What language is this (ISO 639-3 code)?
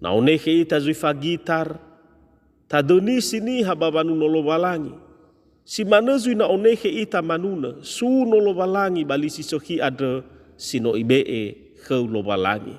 nia